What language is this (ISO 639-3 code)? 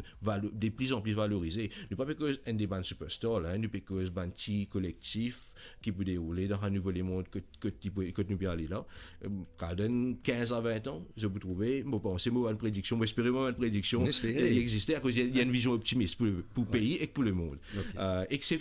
mfe